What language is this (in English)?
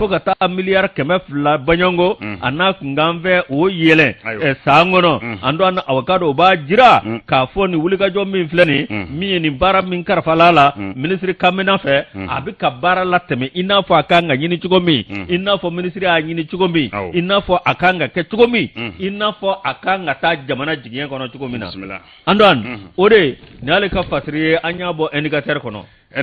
Bambara